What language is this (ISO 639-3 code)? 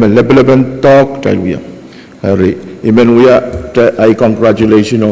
pon